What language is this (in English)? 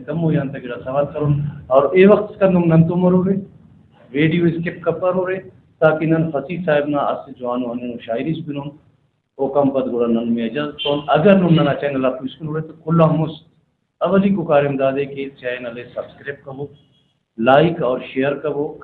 Brahui